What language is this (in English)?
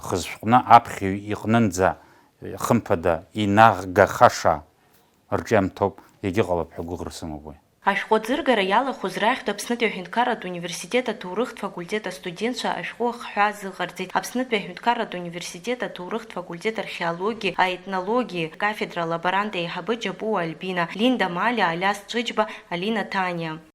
Abkhazian